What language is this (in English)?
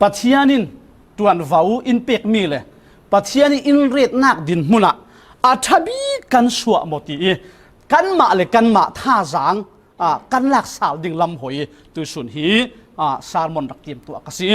Falam Chin